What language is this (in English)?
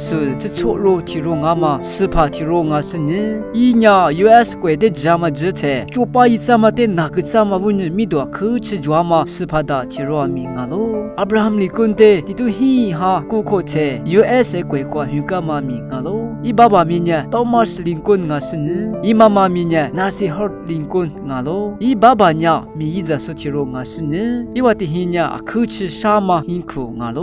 Lisu